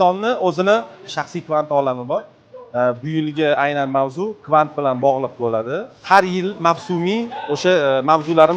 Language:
Uzbek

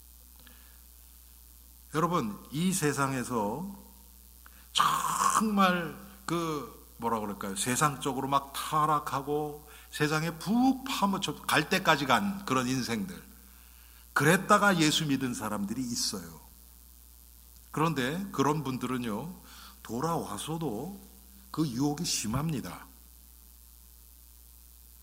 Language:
Korean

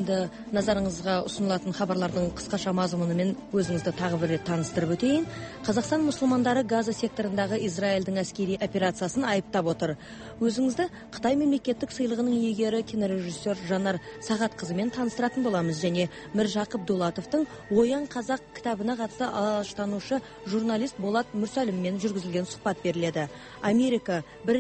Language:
Kazakh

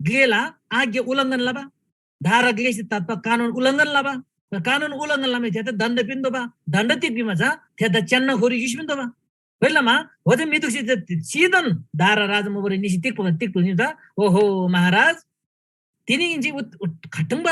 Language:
Eastern Tamang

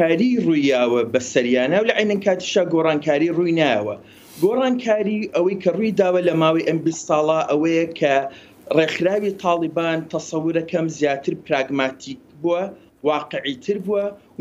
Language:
Central Kurdish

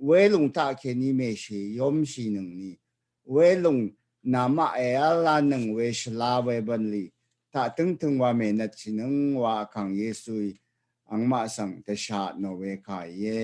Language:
Rawang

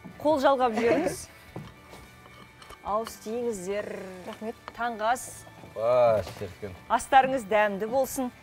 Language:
Kazakh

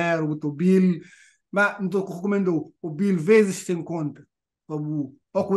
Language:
Kabuverdianu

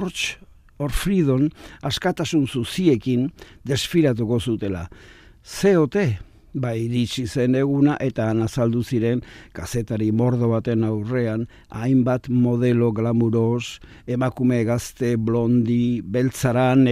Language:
Basque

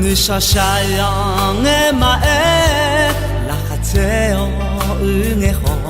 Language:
Akha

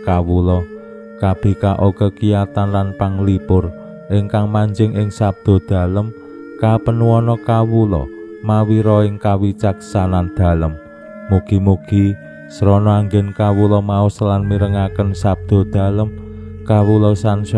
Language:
Javanese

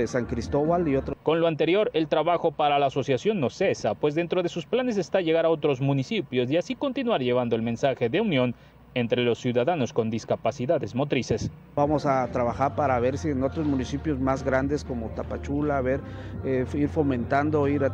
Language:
Spanish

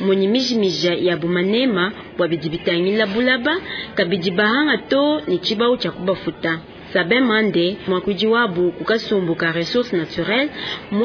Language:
Luba-Lulua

